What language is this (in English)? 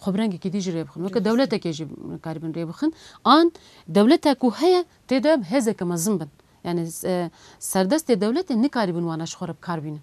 Kurdish